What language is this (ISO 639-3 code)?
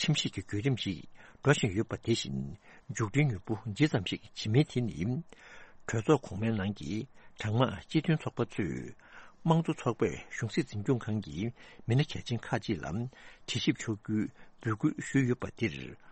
bod